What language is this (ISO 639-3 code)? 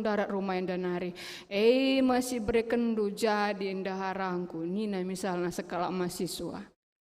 btx